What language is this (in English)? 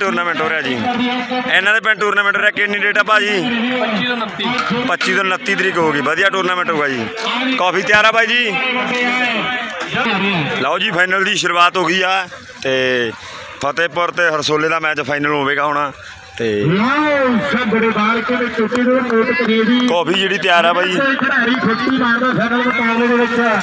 Punjabi